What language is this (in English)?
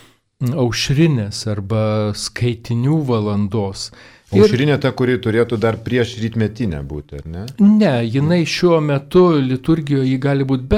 Lithuanian